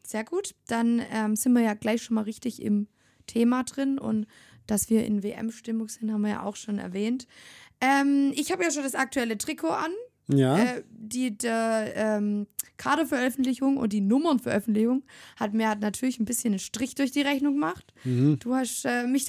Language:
German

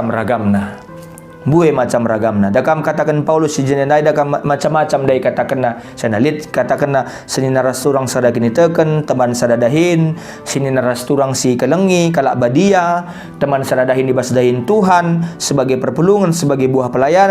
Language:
Batak Karo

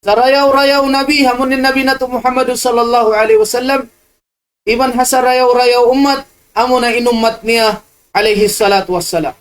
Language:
Tausug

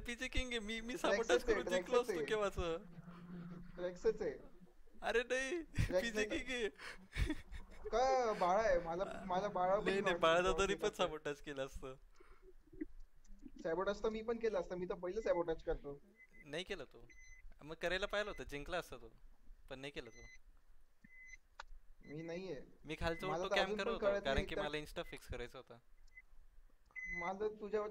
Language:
Marathi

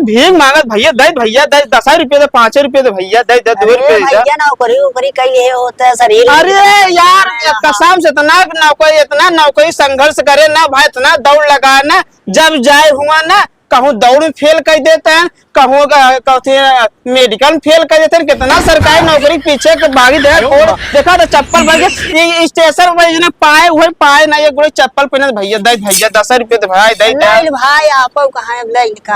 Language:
Awadhi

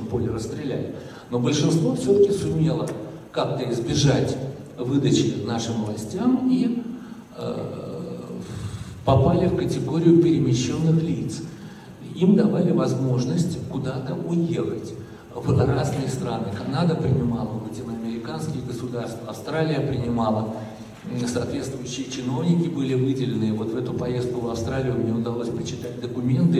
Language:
Russian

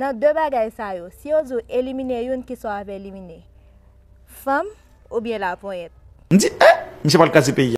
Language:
Haitian Creole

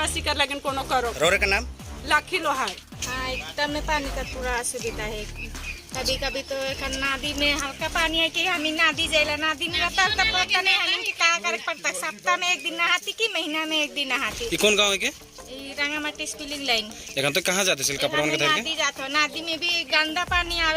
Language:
Sadri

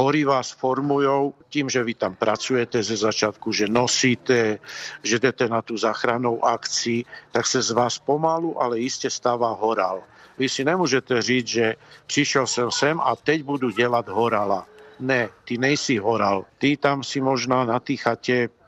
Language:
Czech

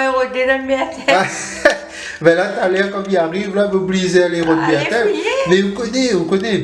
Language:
Réunion Creole French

